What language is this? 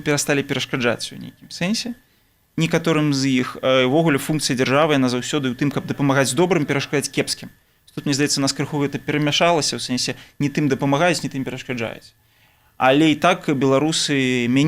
Belarusian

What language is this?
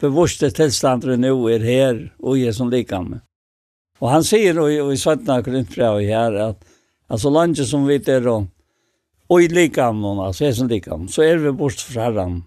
Faroese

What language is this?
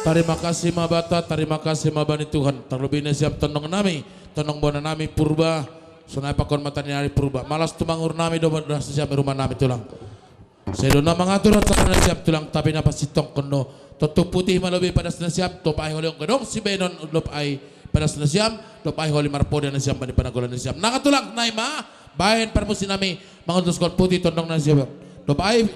Batak Simalungun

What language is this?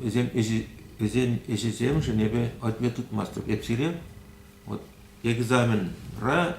Chuvash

